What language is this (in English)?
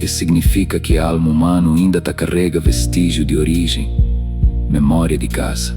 Kabuverdianu